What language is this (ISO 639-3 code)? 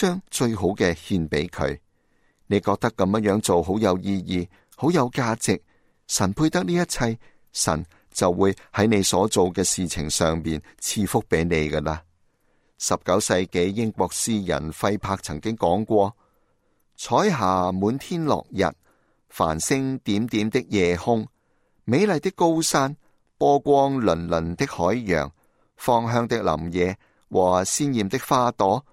yue